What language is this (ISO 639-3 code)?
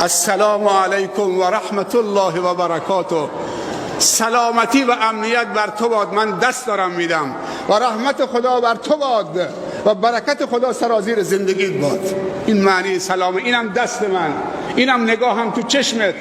fas